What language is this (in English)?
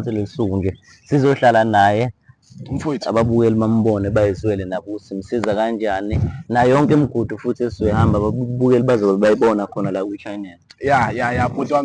Zulu